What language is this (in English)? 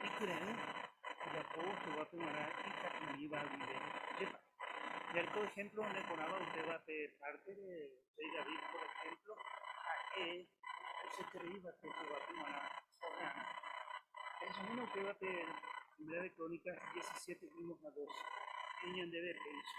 Guarani